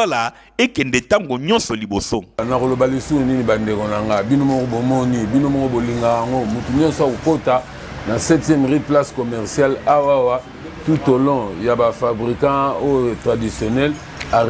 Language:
Lingala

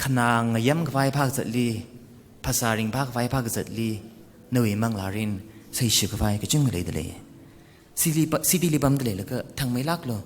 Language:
Tangkhul Naga (India)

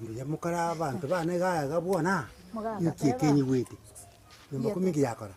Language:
Gusii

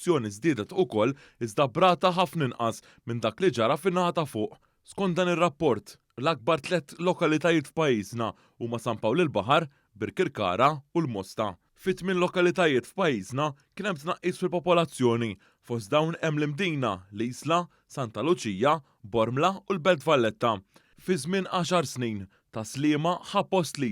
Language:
Maltese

